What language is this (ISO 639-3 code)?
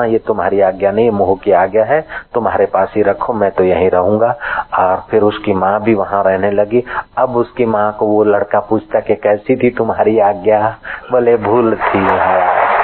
hin